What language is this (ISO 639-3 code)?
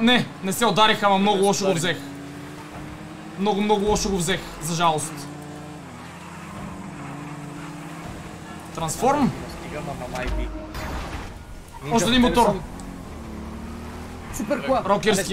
bul